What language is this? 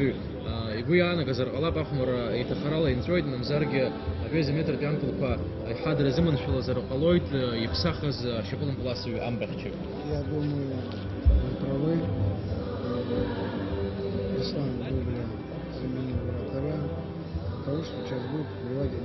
Abkhazian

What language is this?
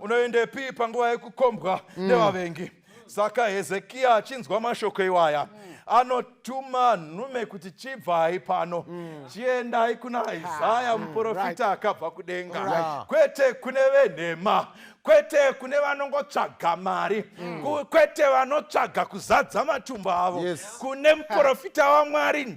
Shona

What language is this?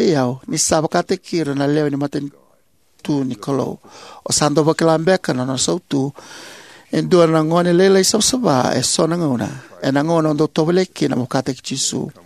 Fijian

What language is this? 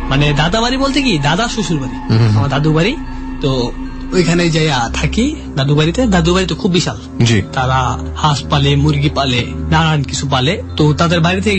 Bangla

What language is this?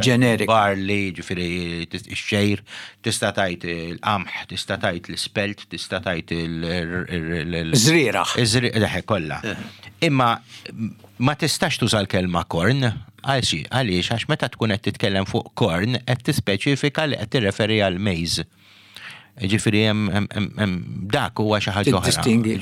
Maltese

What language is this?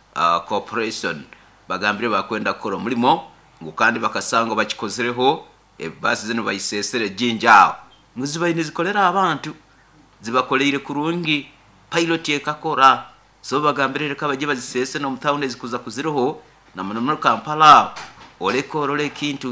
Nyoro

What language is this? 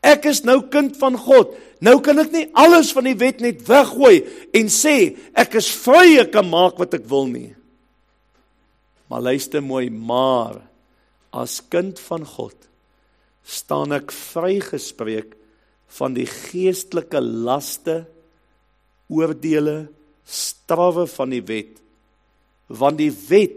Afrikaans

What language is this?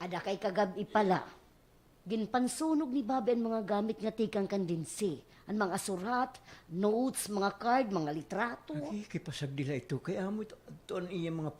Waray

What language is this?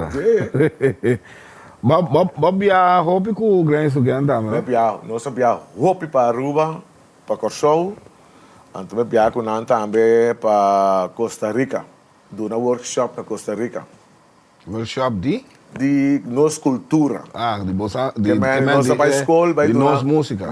Papiamento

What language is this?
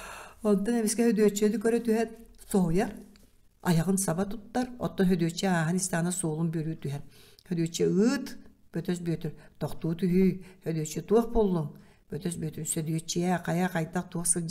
Yakut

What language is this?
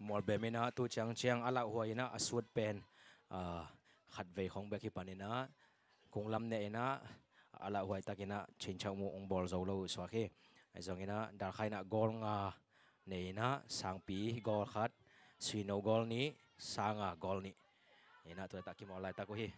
Tedim Chin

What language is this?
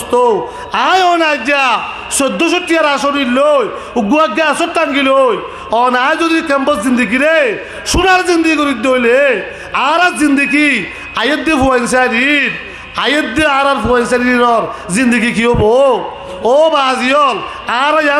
Rohingya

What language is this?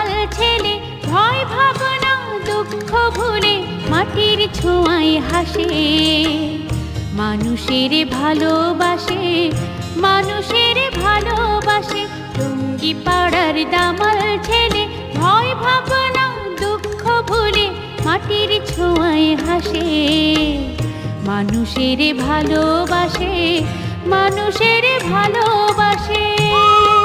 Bangla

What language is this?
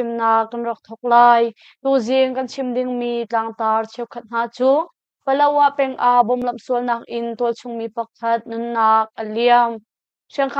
Hakha Chin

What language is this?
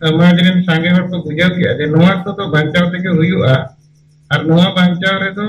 Santali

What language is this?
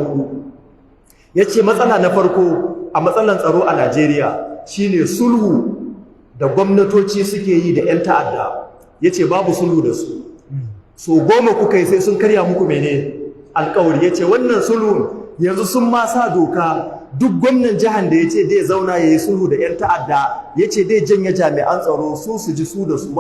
Hausa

